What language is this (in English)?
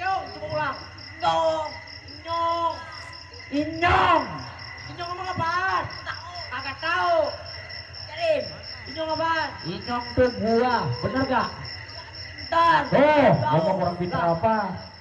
Betawi